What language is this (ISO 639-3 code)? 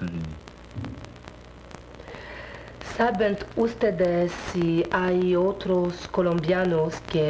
fra